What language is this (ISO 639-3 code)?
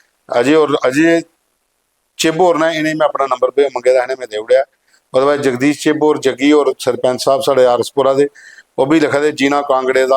doi